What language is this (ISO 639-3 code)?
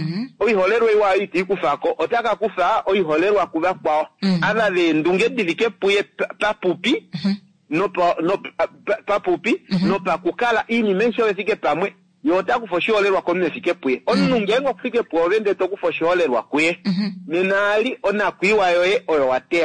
kua